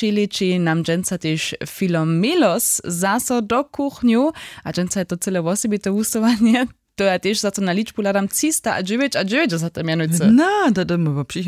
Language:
Upper Sorbian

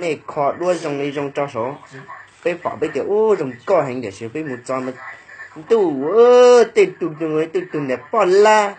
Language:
Hmong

